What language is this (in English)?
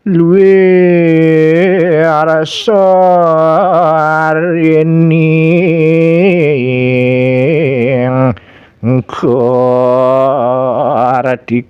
Balinese